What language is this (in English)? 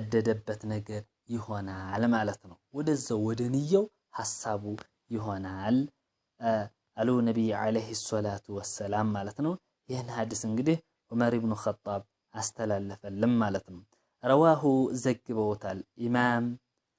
Amharic